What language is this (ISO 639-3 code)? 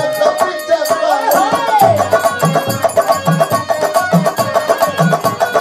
bho